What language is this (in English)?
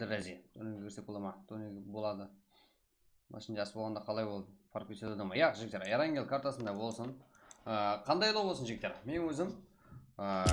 Kara-Kalpak